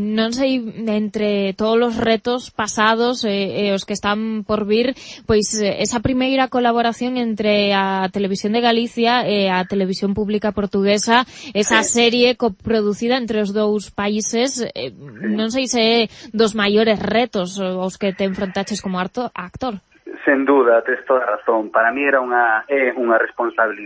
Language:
Galician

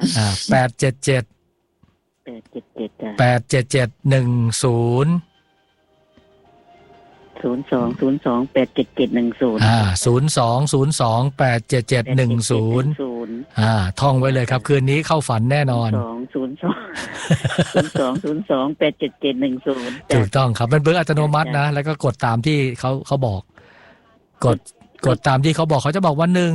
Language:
Thai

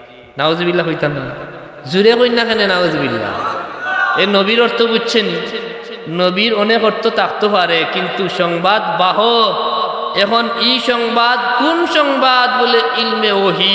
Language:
Sylheti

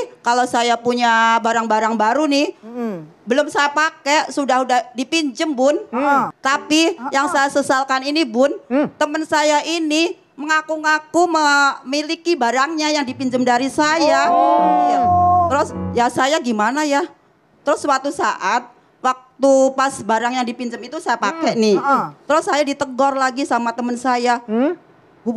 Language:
Indonesian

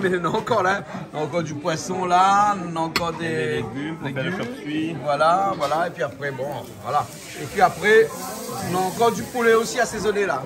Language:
Réunion Creole French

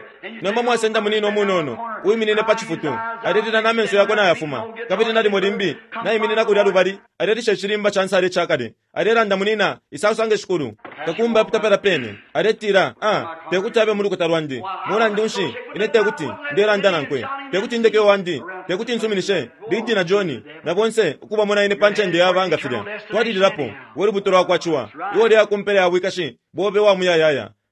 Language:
Bemba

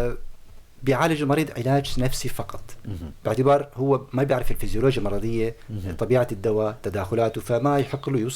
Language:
North Levantine Arabic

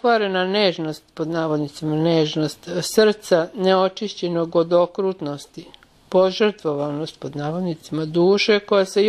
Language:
Serbian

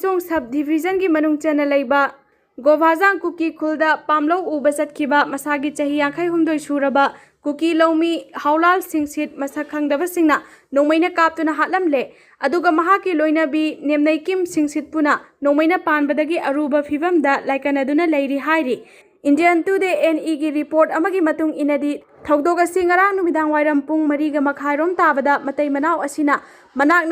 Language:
Manipuri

